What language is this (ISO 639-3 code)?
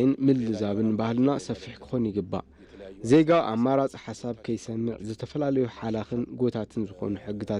tir